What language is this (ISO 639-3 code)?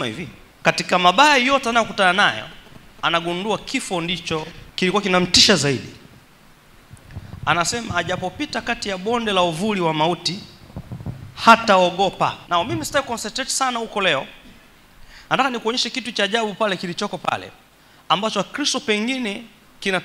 swa